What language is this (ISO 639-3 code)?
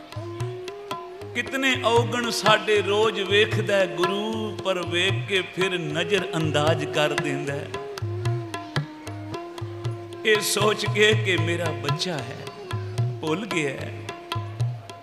pan